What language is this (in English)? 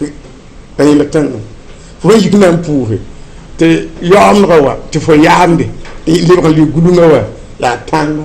Mossi